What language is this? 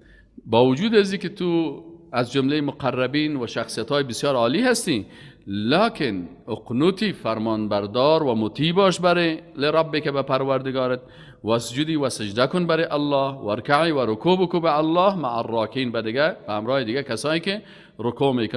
Persian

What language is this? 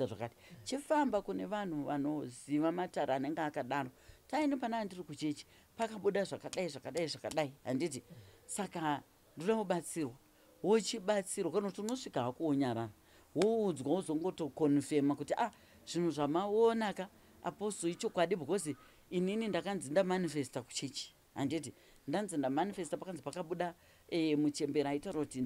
Shona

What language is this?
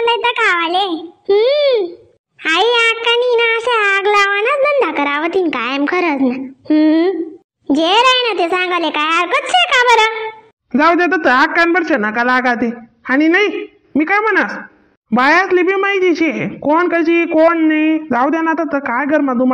Khandesi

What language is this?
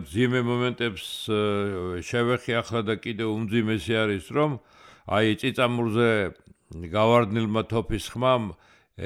Georgian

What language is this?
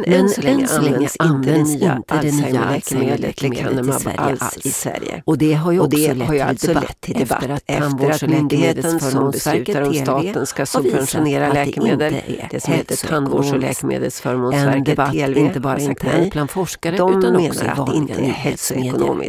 Swedish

